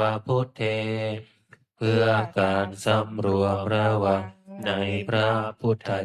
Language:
Pali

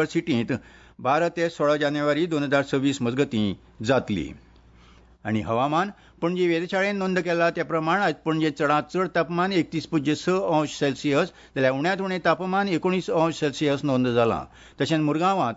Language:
Konkani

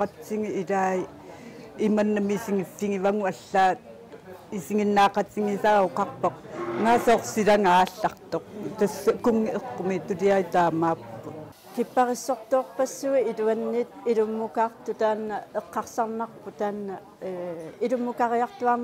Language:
Kalaallisut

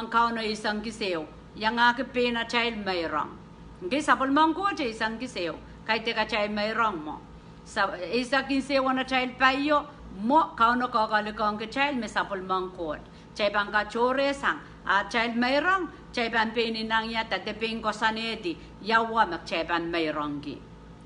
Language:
Pohnpeian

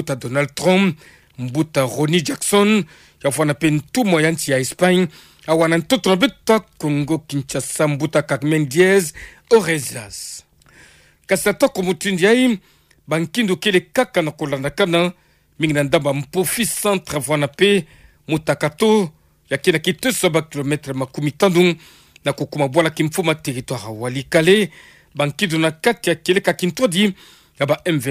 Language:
Kituba (Democratic Republic of Congo)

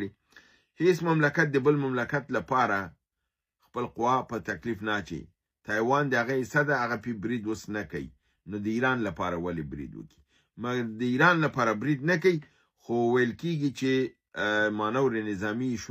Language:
Pashto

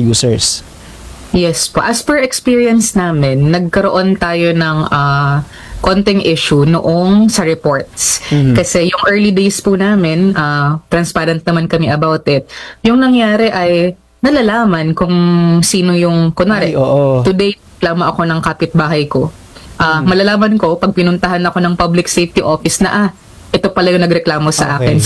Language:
Filipino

